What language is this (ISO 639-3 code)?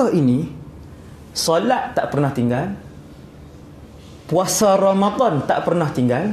msa